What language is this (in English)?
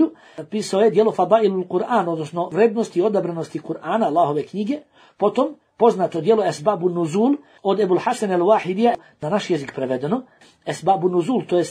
Bosnian